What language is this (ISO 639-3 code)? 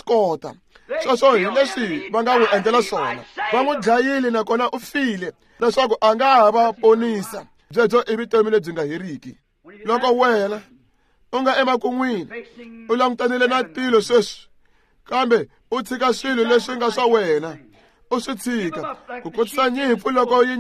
tso